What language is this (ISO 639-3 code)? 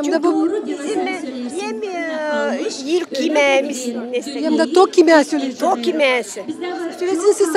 gag